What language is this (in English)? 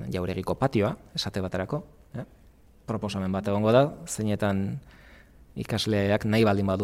Basque